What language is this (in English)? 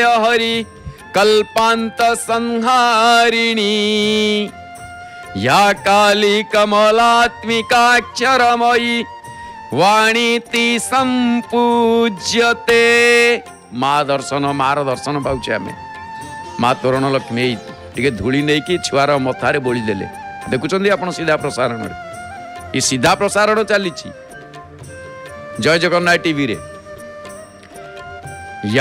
Odia